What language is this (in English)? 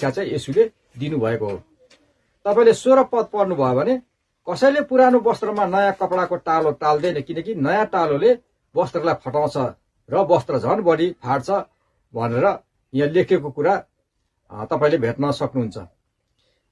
Nepali